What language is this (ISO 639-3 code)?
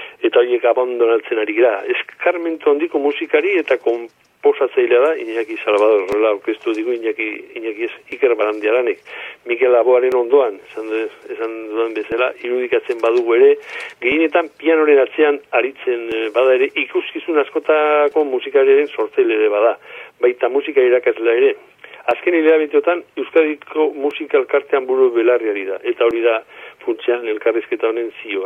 eus